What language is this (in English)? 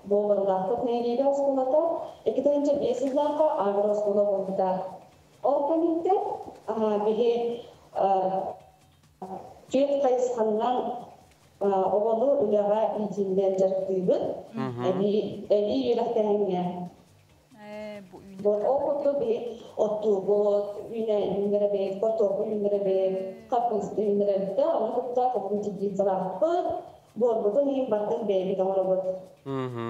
Yakut